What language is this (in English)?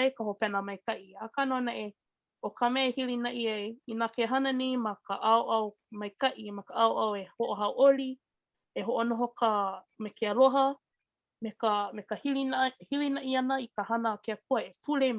Hawaiian